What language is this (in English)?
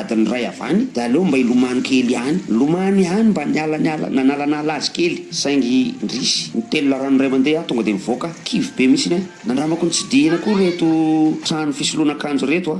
Malagasy